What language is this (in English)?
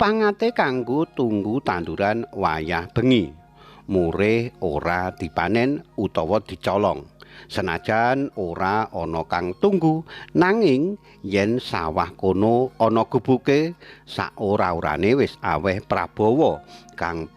Javanese